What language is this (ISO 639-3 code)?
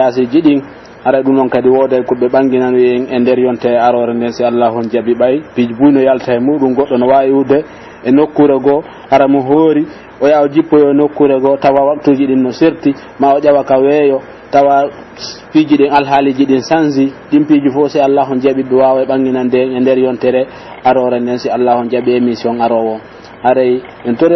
fuf